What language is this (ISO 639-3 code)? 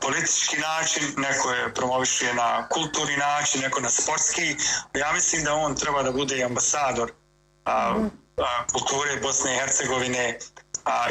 bos